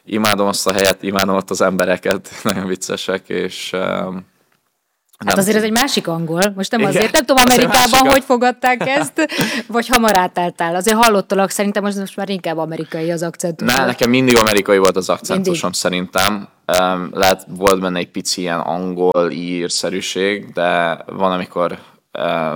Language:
Hungarian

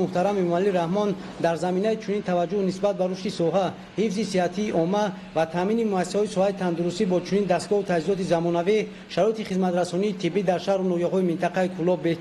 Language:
Tajik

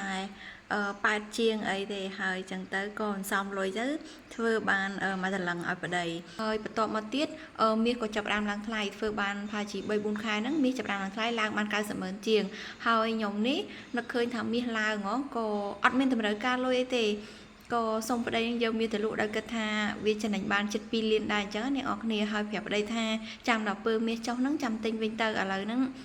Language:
Khmer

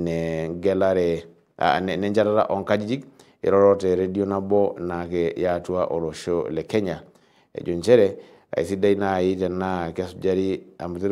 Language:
Masai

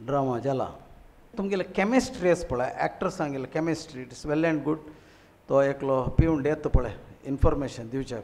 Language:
Konkani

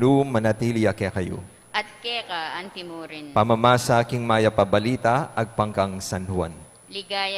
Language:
Pampanga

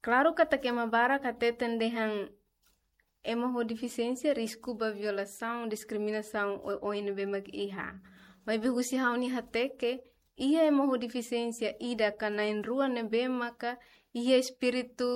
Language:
Tetum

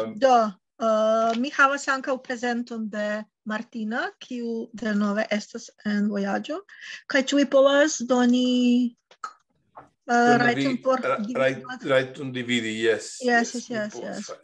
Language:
Esperanto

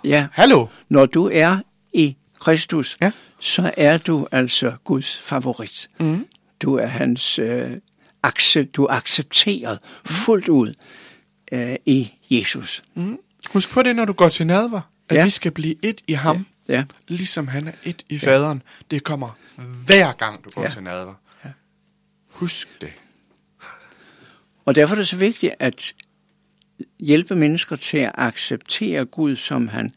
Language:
Danish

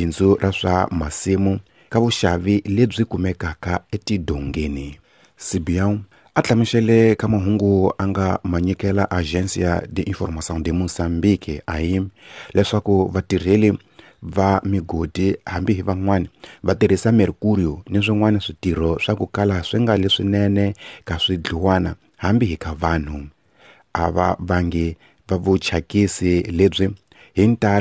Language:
Tsonga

